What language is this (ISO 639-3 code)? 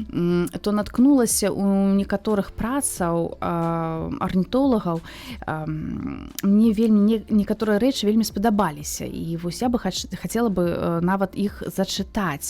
bel